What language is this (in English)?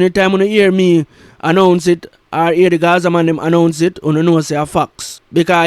Jamaican Creole English